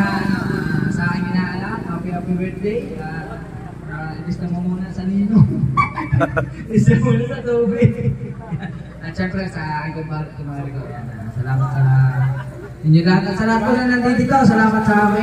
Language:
Filipino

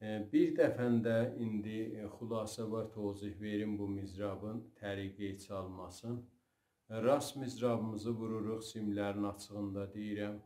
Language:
South Azerbaijani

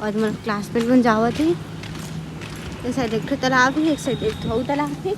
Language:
Chhattisgarhi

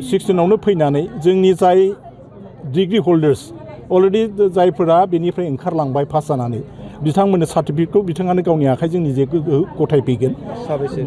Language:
Bodo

